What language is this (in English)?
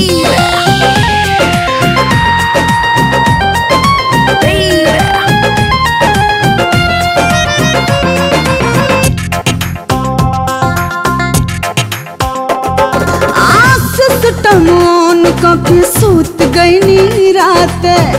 Bhojpuri